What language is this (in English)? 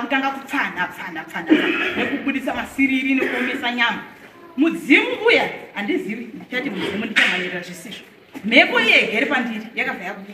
Shona